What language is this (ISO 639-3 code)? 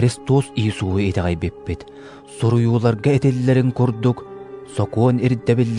sah